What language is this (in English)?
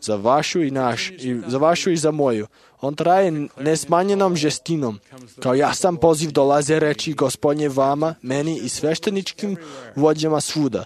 Serbian